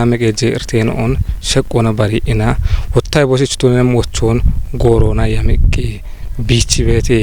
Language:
Kafa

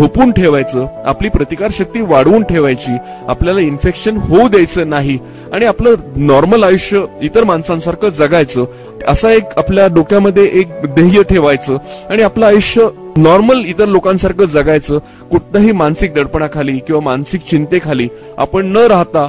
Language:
Marathi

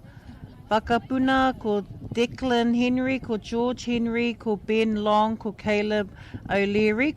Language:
Māori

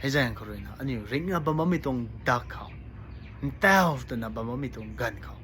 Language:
Rongmei Naga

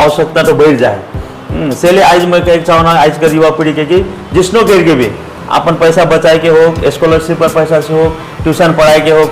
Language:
Sadri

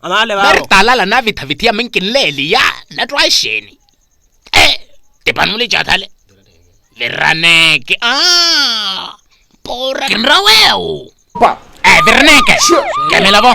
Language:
Makhuwa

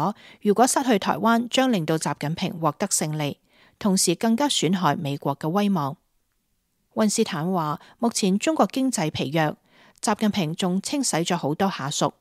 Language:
Cantonese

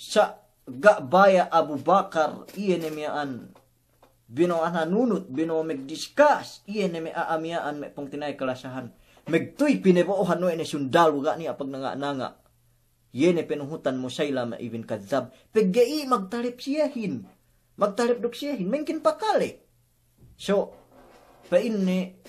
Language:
Yakan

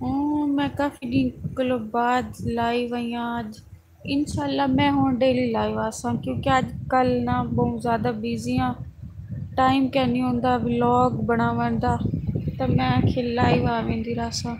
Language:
Saraiki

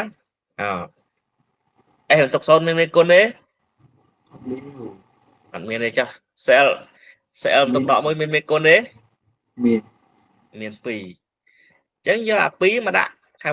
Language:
Khmer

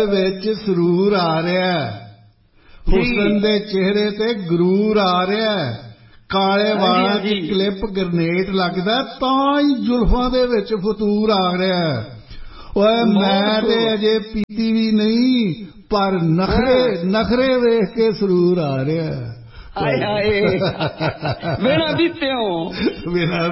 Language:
Punjabi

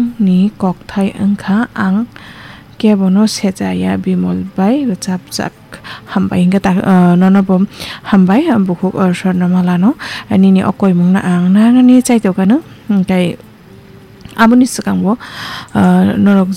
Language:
Kok Borok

